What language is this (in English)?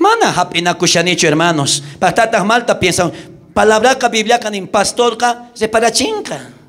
South Bolivian Quechua